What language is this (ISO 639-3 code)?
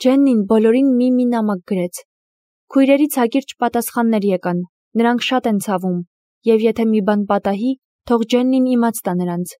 hye